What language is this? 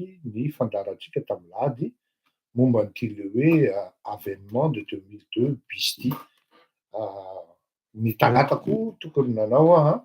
Malagasy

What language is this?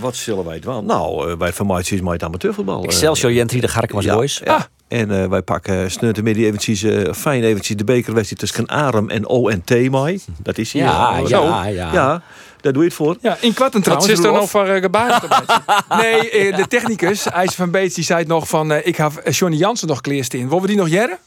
Western Frisian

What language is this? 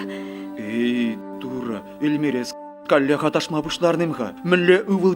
Chuvash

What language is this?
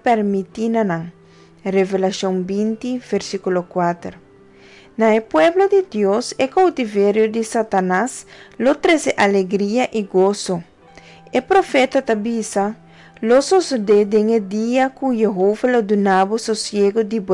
Papiamento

